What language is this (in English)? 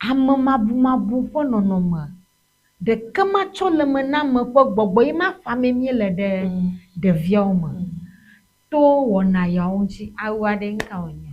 Ewe